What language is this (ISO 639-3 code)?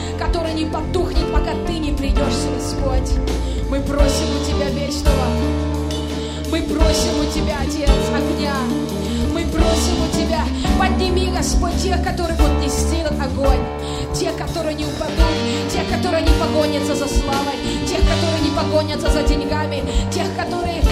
rus